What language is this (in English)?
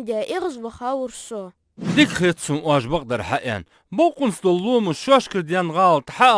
Ingush